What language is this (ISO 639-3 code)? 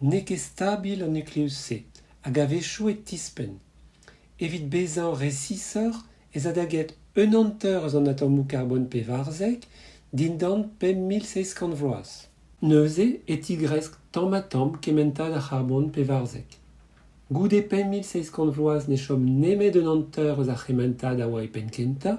bre